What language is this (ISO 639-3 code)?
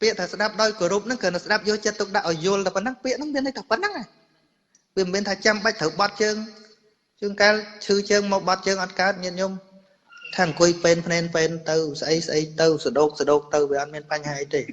khm